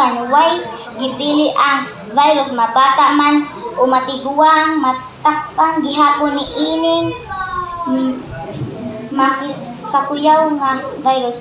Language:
Cebuano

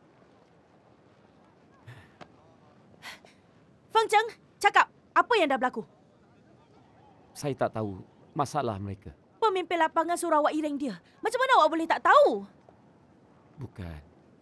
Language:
Malay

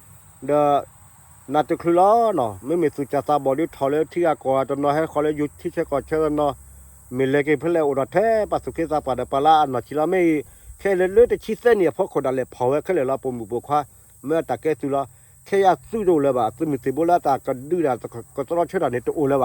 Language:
S'gaw Karen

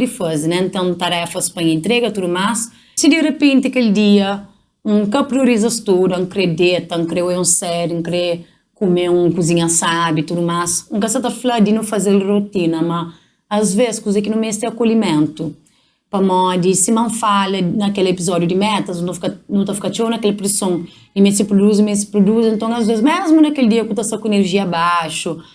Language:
Kabuverdianu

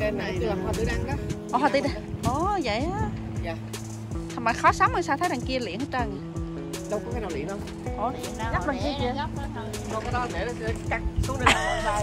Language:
Vietnamese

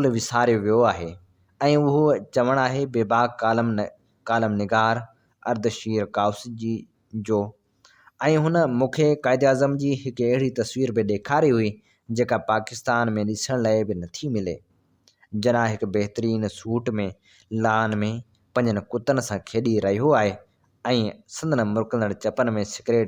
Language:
Sindhi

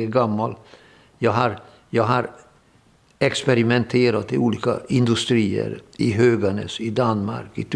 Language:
Swedish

